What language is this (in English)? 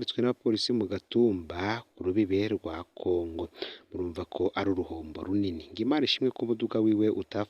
Rundi